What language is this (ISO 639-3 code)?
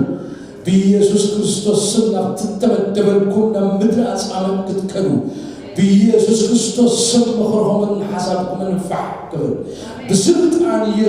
tir